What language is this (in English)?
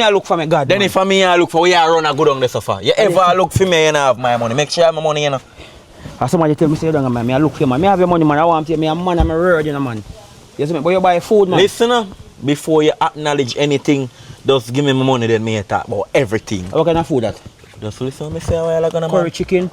Jamaican Creole English